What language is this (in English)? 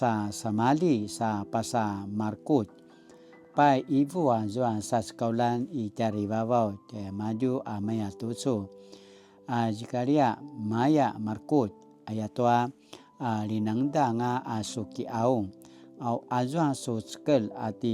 Paiwan